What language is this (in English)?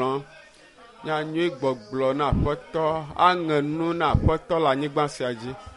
Ewe